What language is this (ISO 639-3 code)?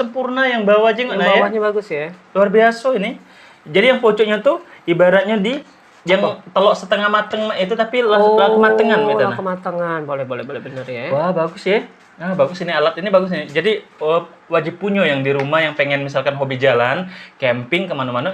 mui